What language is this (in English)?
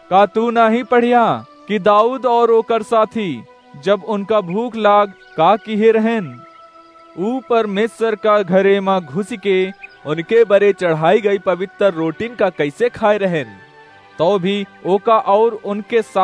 Awadhi